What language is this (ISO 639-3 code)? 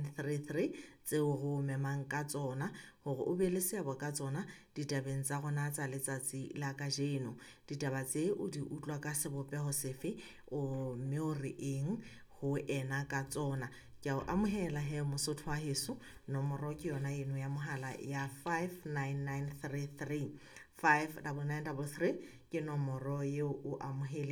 sot